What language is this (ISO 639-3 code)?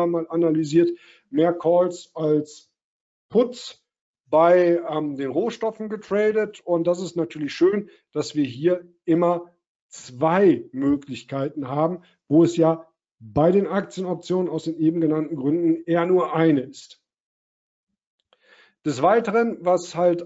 deu